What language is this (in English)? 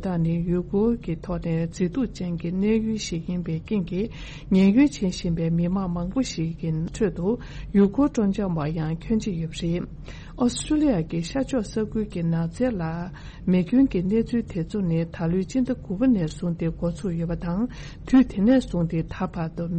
Tibetan